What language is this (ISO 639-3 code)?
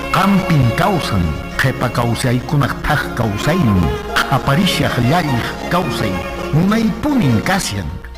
que